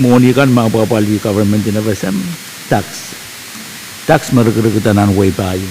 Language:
Pohnpeian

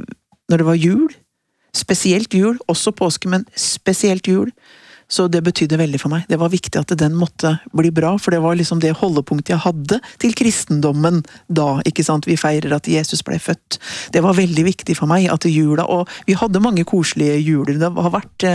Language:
Norwegian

